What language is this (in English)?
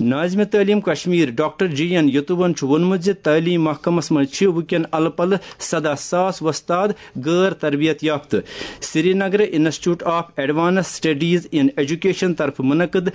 Kashmiri